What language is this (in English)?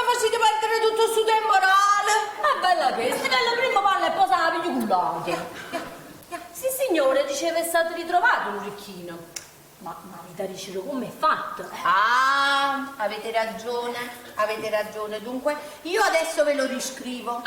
Neapolitan